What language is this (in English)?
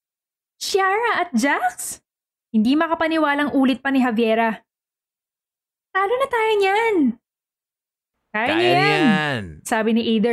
Filipino